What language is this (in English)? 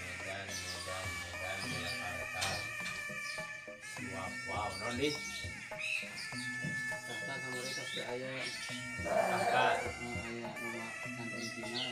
Indonesian